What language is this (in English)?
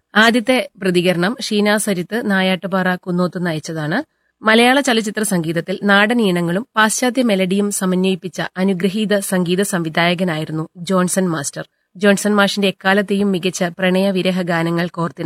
Malayalam